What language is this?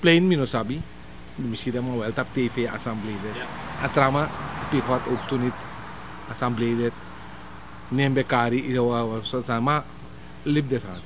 Sranan Tongo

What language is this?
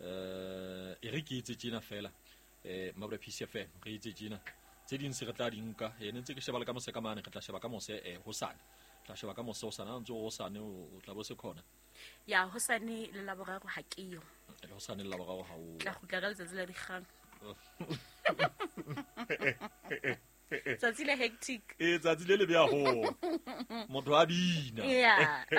Southern Sotho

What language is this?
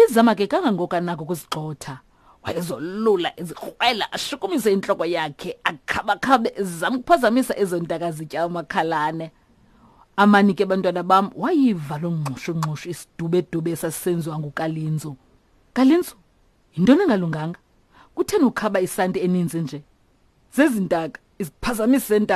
Xhosa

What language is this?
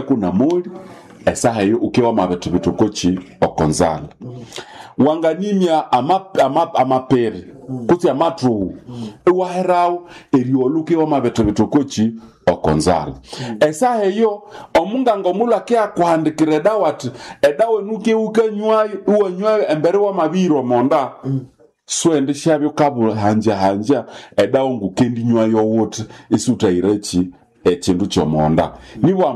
Nande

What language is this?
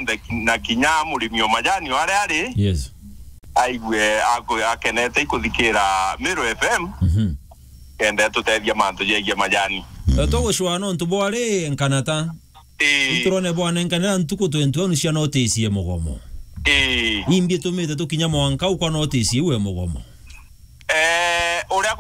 Meru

